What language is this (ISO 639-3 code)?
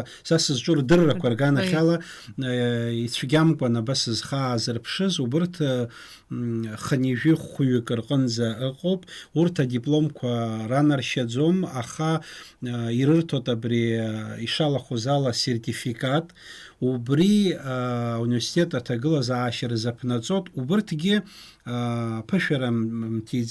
abk